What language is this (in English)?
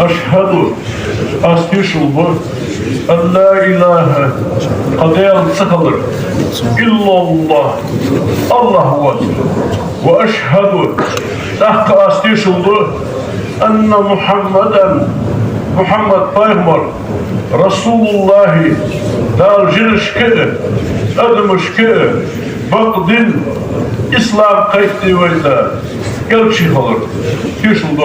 Ingush